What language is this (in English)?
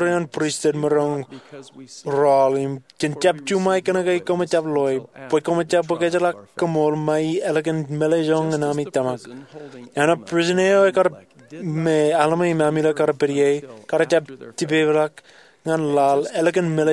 Marshallese